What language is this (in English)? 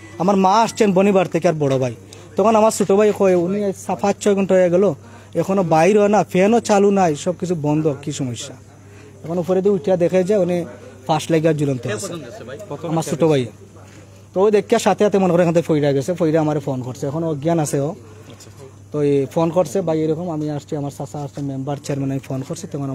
Sylheti